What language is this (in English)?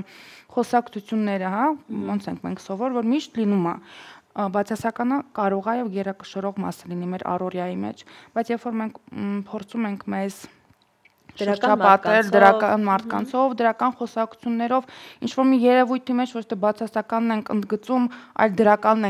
Armenian